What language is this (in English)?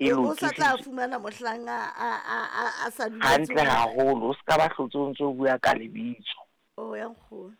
Southern Sotho